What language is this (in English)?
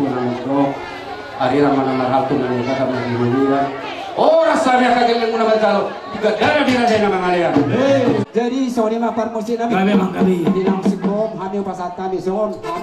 Batak Toba